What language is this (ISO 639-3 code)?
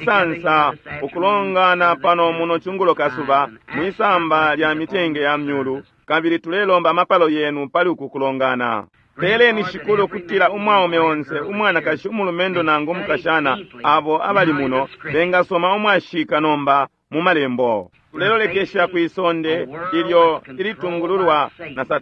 bem